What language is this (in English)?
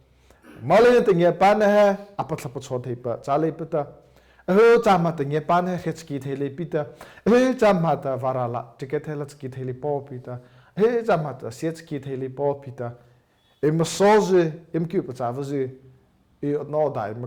Mara Chin